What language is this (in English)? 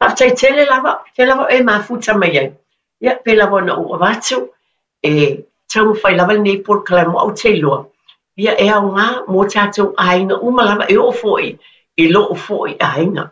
Samoan